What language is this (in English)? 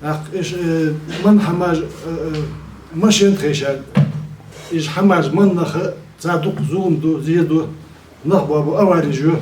Ingush